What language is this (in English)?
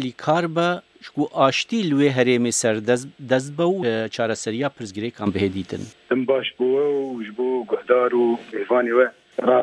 Kurdish